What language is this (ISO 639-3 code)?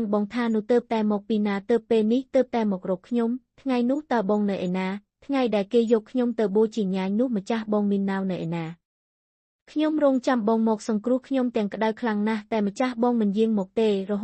khm